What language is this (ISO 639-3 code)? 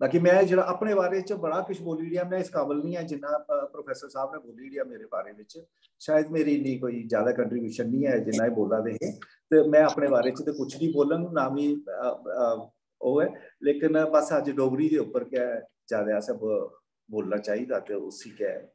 doi